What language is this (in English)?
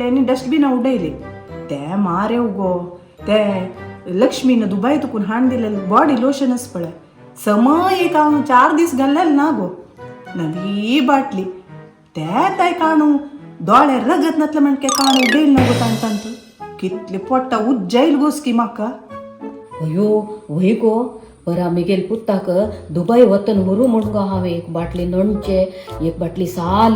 Konkani